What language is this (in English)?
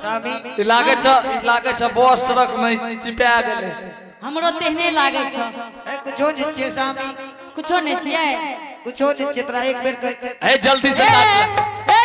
Angika